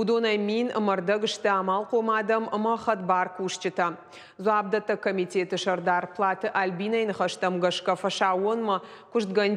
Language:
Ossetic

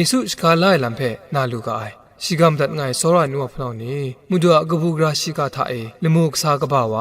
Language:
Kachin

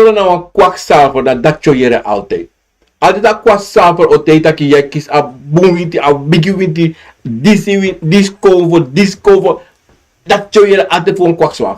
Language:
Sranan Tongo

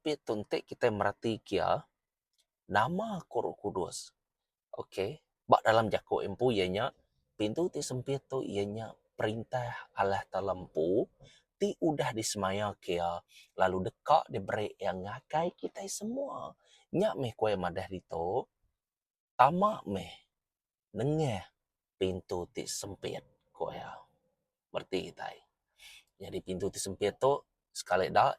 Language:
Iban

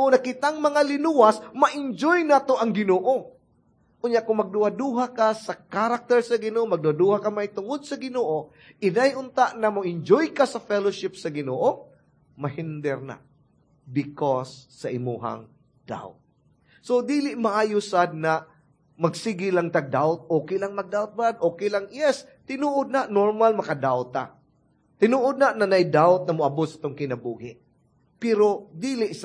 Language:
Cebuano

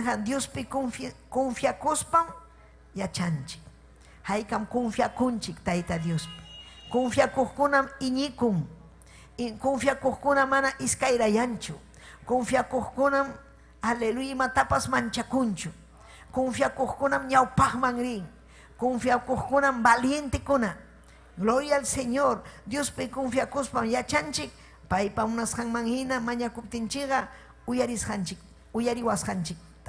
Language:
Ayacucho Quechua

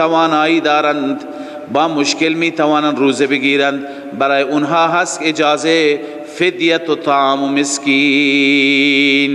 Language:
Persian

